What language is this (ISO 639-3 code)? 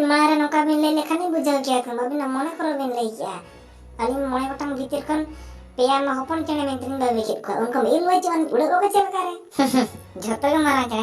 sat